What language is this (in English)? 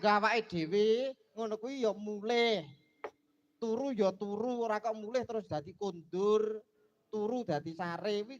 Javanese